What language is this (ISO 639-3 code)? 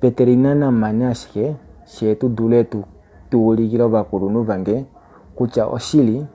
kua